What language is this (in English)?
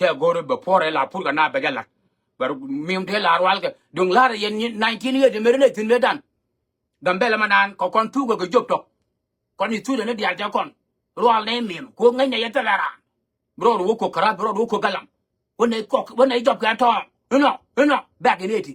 Nuer